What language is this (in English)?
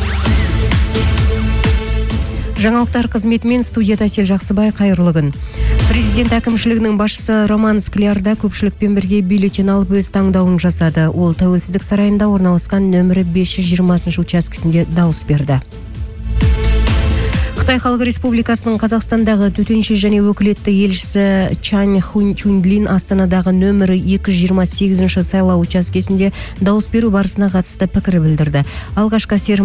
Kazakh